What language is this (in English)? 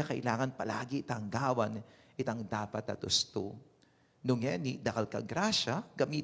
Pampanga